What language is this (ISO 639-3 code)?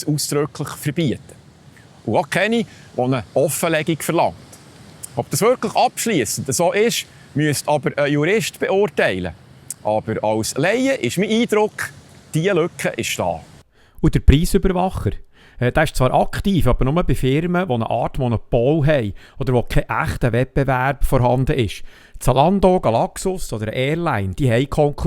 gsw